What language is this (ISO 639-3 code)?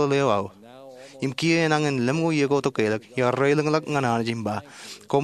mah